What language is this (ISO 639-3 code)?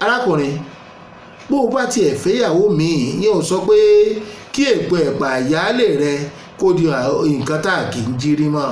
yor